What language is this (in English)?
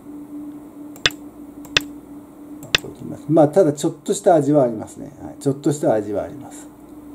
Japanese